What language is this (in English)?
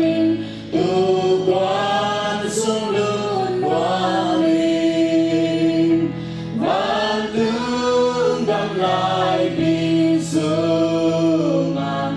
Tedim Chin